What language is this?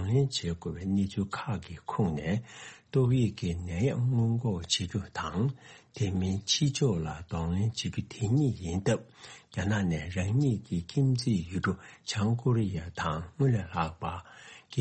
Tibetan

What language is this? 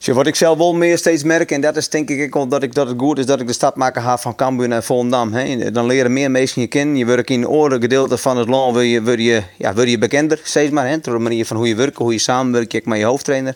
Western Frisian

